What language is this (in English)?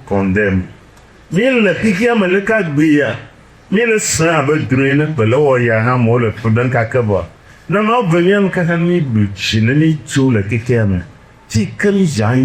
Ewe